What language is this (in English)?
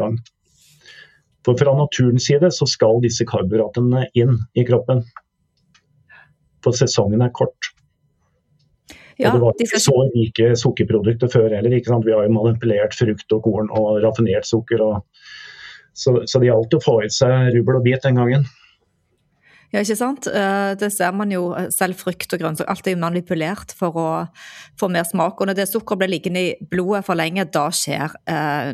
Norwegian